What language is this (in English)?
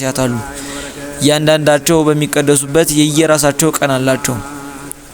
Amharic